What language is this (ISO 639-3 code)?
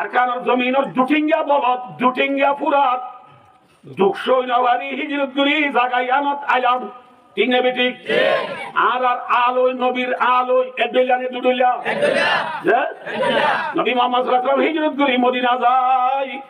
rhg